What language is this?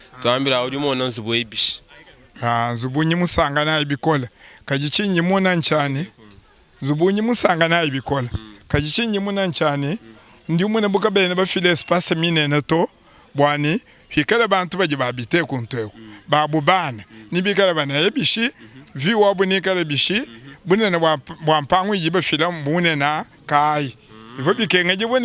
Luba-Lulua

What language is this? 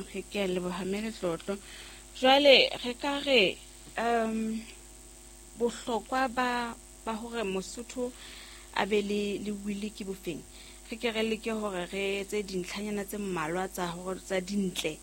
Southern Sotho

